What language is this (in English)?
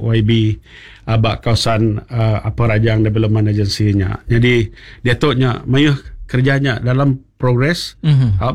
Iban